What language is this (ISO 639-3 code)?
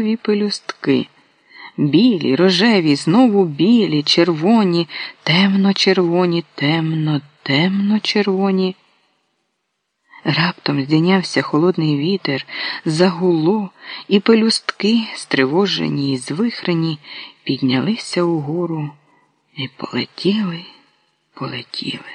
ukr